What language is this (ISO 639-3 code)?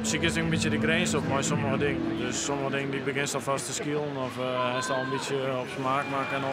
fry